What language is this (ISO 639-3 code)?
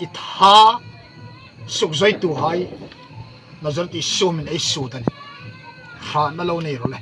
hmr